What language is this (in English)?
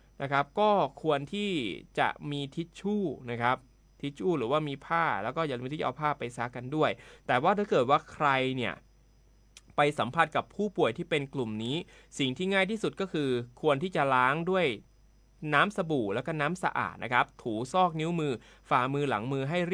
Thai